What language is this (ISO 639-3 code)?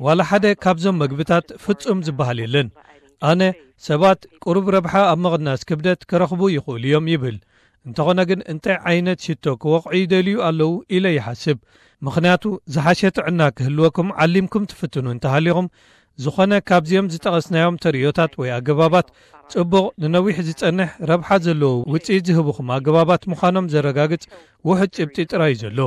tir